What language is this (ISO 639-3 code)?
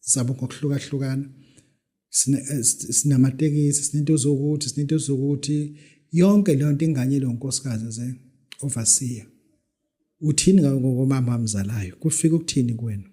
zul